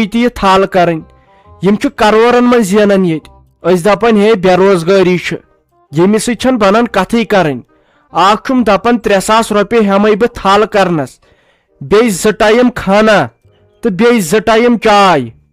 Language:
Kashmiri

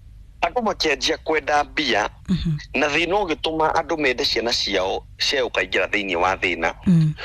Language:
Kikuyu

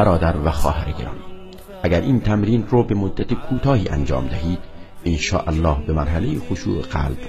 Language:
Tajik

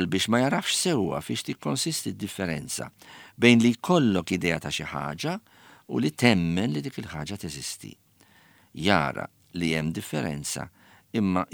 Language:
Maltese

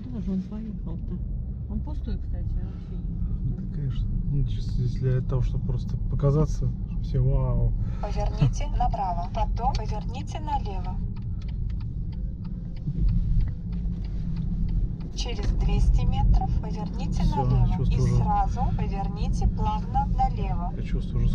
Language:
Russian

